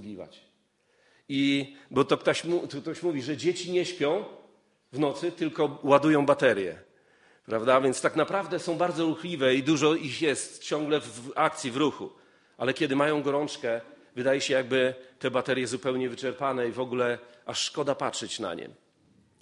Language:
Polish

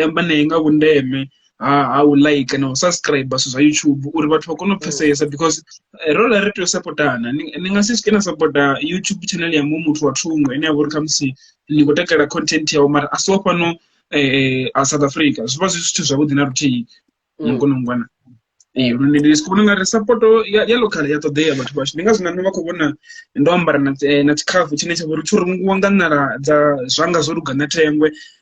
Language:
Venda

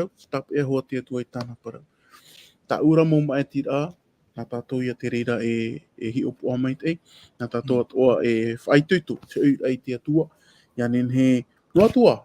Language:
Tahitian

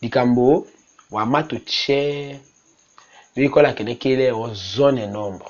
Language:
Tetela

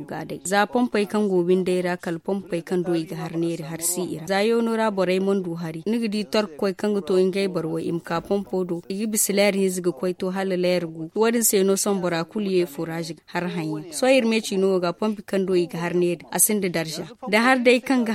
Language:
Zarma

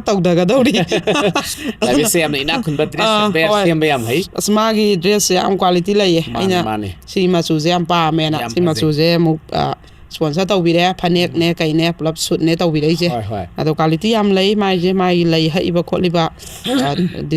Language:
Manipuri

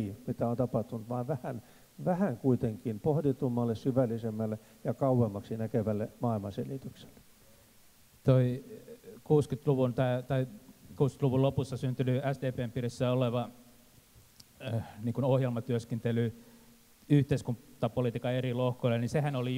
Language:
Finnish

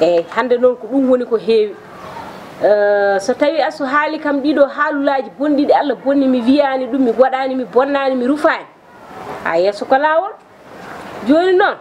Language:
Fula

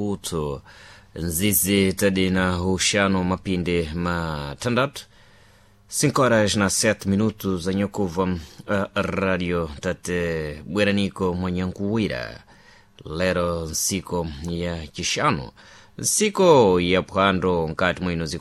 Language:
Sena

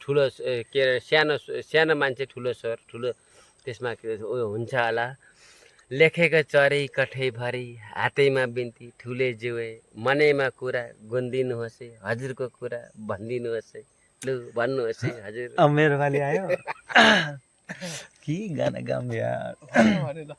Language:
Nepali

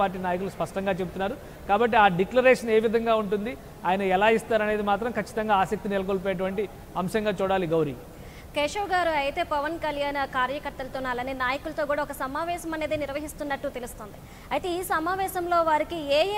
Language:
Telugu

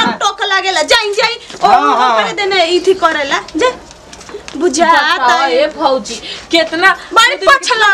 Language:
Bhojpuri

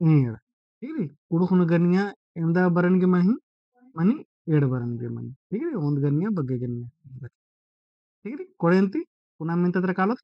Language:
Kurukh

